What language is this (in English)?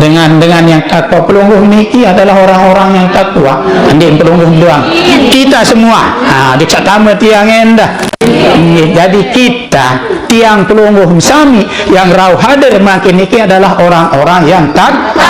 Sasak